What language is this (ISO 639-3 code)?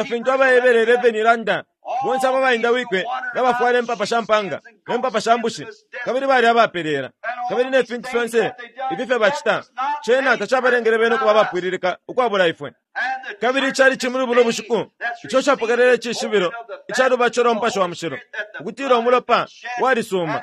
bem